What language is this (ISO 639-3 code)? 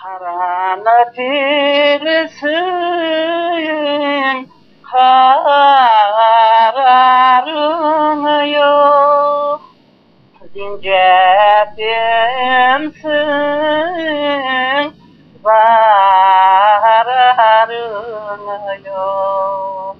crh